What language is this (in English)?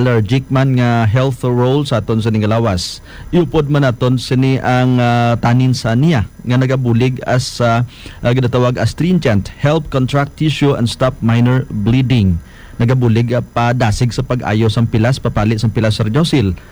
Hiligaynon